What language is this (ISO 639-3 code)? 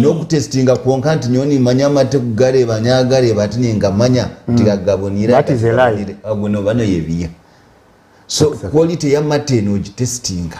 nyn